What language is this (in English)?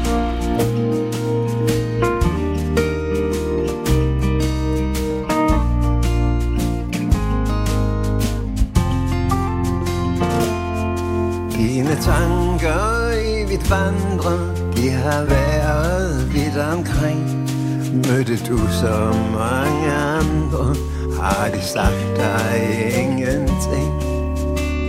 Danish